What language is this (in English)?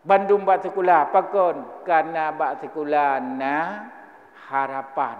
Achinese